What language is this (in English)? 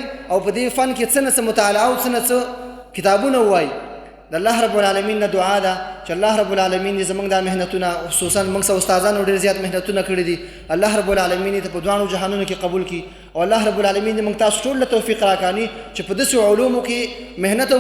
Pashto